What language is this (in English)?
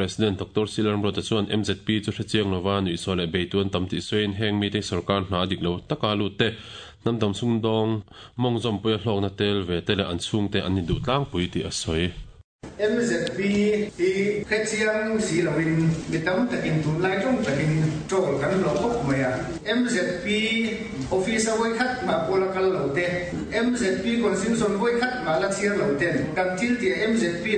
Mizo